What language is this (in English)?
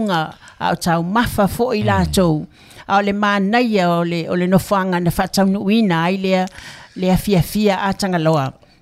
Samoan